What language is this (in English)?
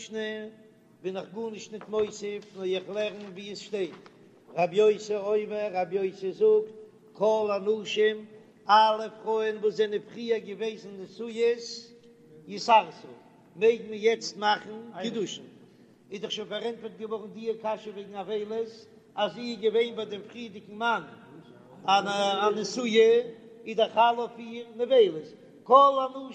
Yiddish